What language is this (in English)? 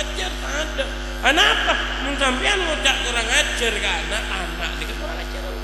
Madurese